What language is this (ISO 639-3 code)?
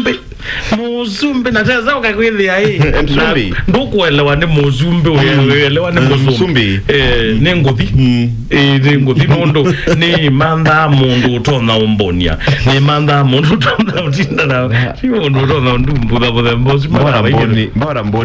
kam